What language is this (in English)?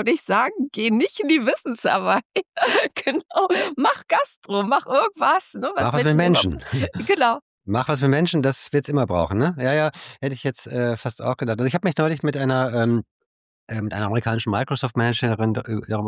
German